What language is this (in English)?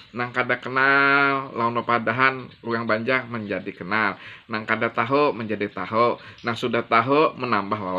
Banjar